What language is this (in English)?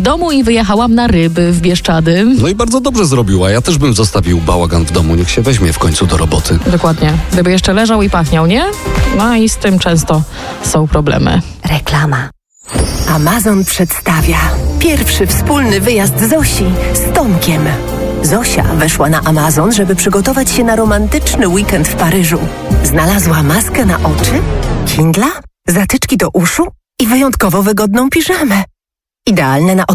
Polish